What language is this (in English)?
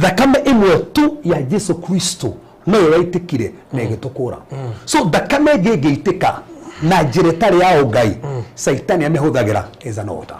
Kikuyu